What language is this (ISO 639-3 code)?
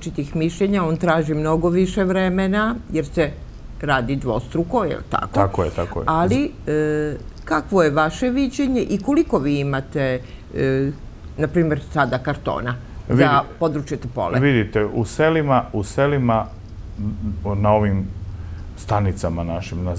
srp